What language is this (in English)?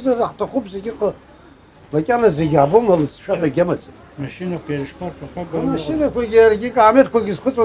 Abkhazian